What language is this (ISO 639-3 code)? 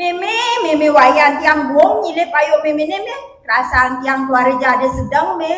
ban